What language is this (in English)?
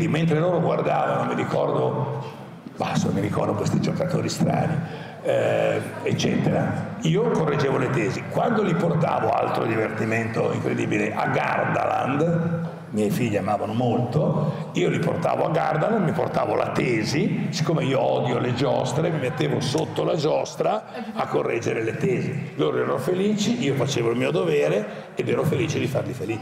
Italian